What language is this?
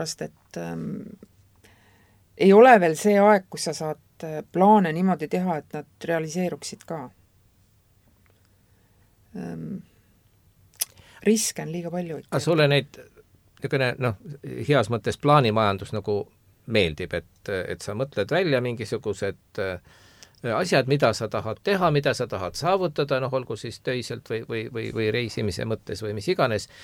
Estonian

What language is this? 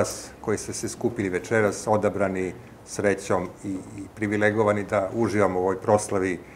Serbian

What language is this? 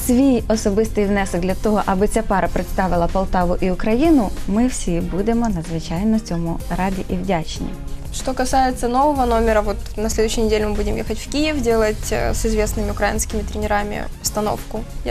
Ukrainian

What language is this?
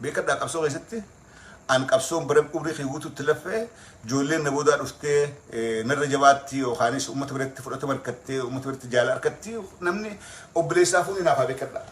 Oromo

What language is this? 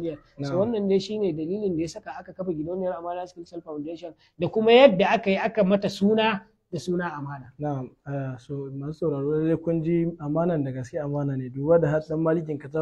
Hausa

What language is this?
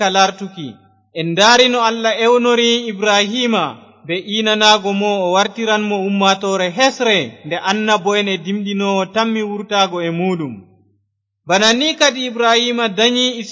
Fula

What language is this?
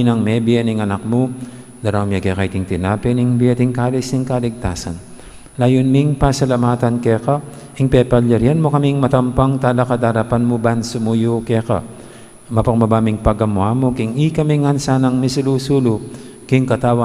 Pampanga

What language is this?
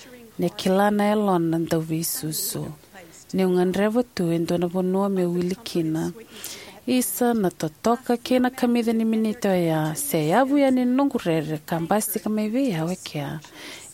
Fijian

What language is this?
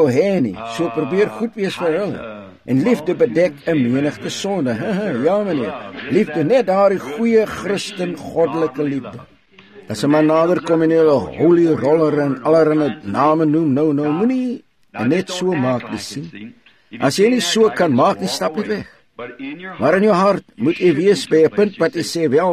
Afrikaans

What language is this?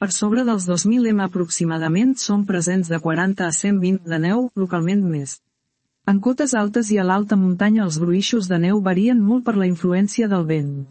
Catalan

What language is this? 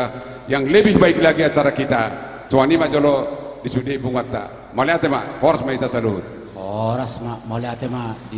Batak Toba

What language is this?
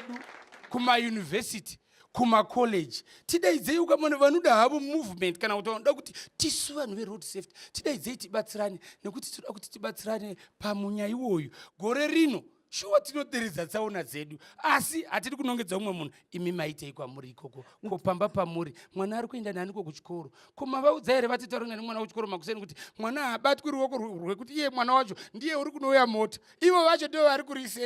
Shona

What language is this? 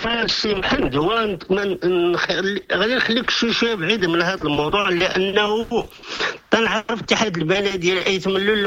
Moroccan Arabic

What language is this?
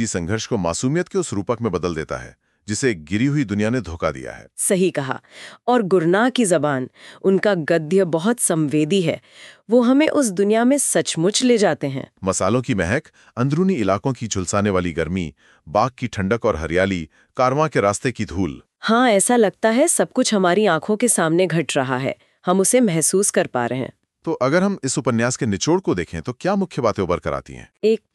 Hindi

